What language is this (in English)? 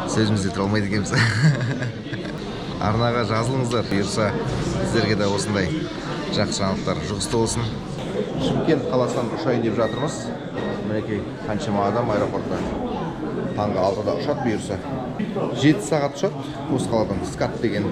Kazakh